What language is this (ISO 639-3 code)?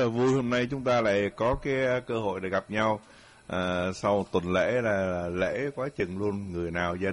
vie